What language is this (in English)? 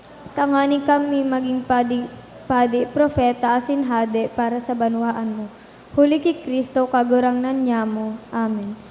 Bikol